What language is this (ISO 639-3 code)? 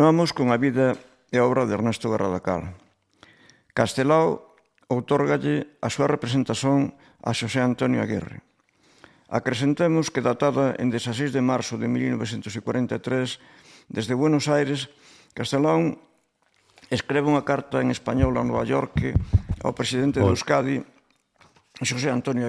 glg